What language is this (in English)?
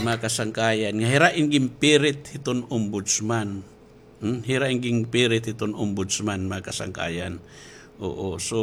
Waray